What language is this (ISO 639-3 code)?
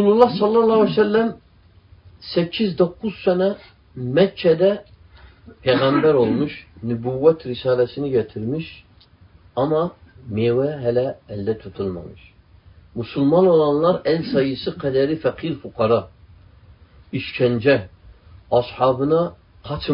tur